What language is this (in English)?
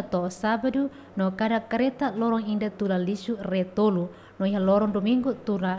Tetum